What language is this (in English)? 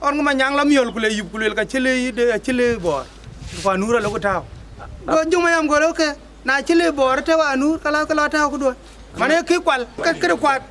Dinka